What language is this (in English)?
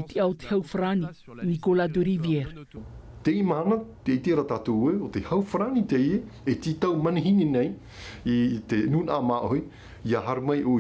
Tahitian